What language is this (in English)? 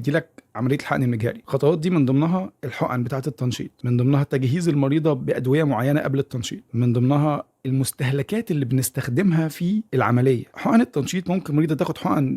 Egyptian Arabic